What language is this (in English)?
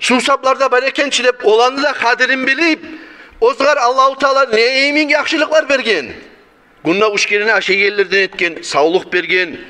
Kumyk